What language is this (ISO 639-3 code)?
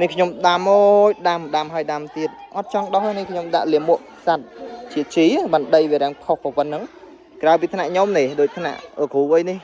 khm